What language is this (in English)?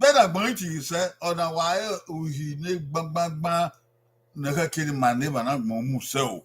Bini